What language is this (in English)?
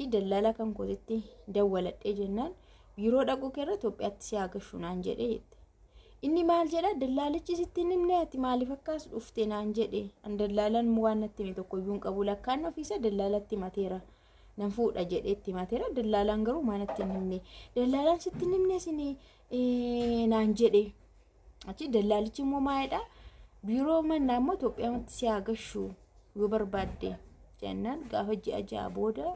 Oromo